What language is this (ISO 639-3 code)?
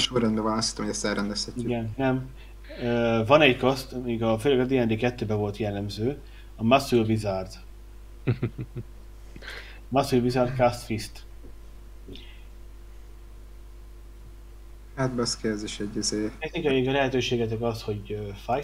hun